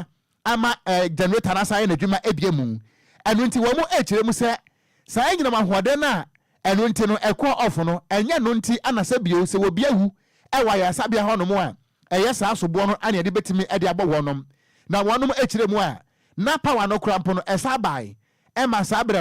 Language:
Akan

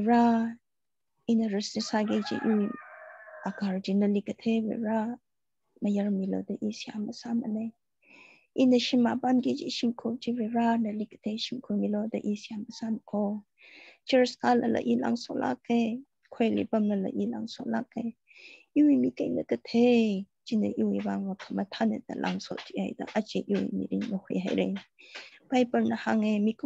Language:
Tangkhul Naga (India)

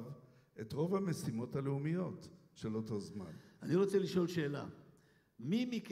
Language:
Hebrew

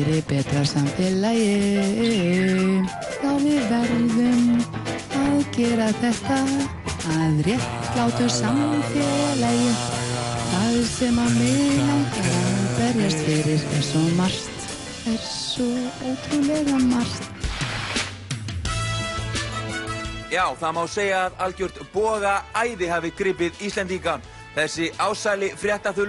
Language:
Icelandic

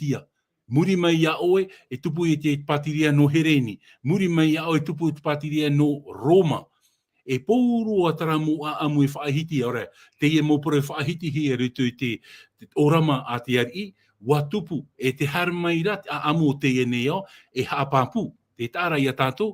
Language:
Tahitian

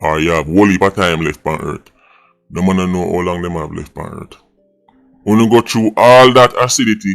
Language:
Jamaican Creole English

